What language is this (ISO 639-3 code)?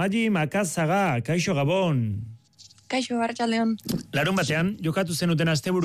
eus